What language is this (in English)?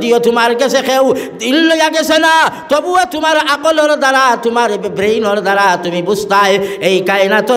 Sylheti